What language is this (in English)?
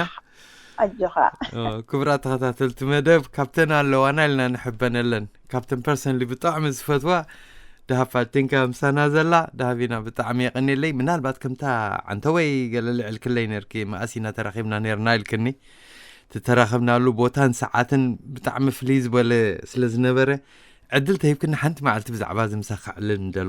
Tigrinya